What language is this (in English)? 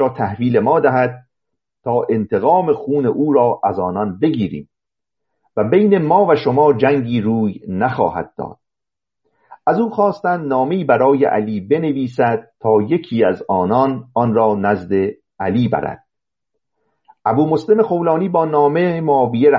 Persian